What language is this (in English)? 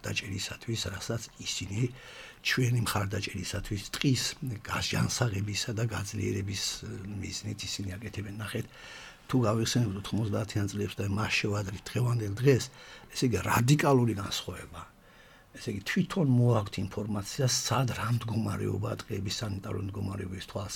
Georgian